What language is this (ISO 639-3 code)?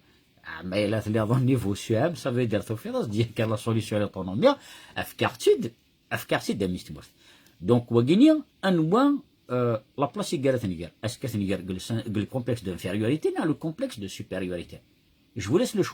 kab